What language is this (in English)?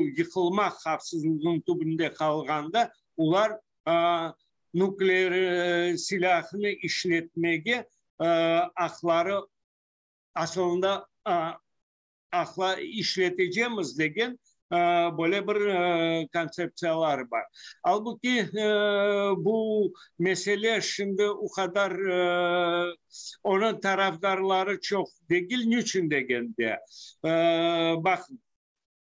Crimean Tatar